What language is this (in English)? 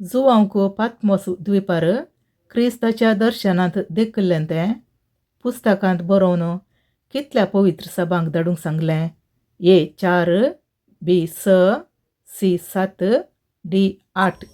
Konkani